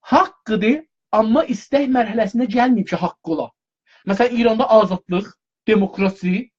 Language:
South Azerbaijani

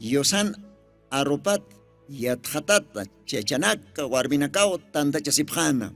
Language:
Aymara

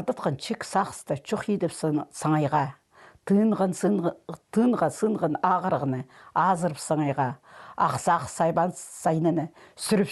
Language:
Khakas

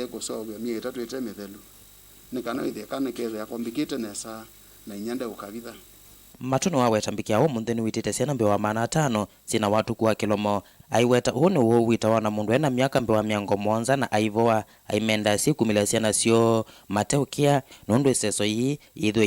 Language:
Kamba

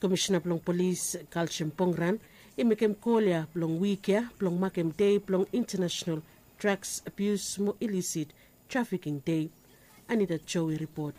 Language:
Bislama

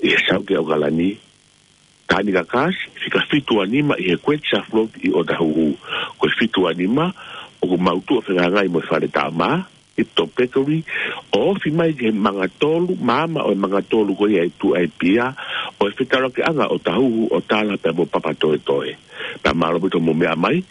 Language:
Tongan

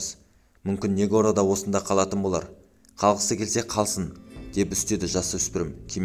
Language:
Kazakh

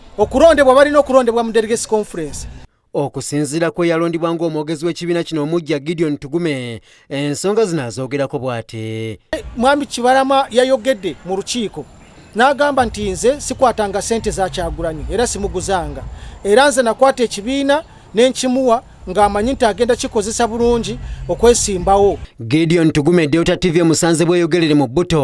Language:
Ganda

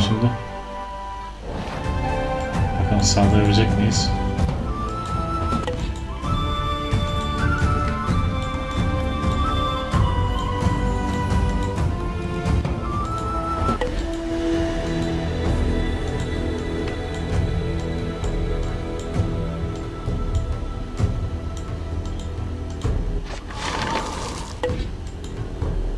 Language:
Turkish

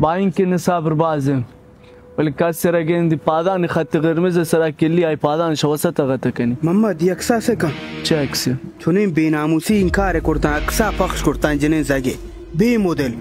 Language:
Baluchi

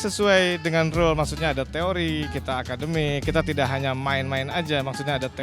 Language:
Tetum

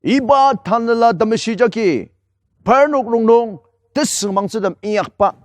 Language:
Ao Naga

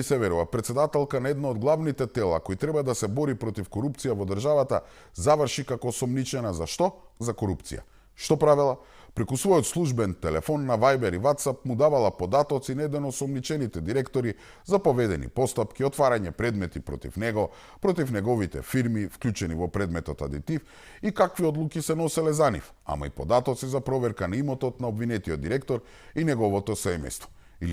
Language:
Macedonian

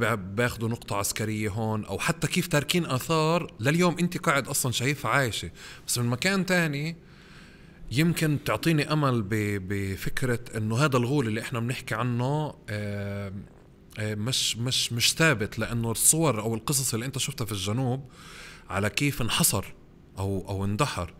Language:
North Levantine Arabic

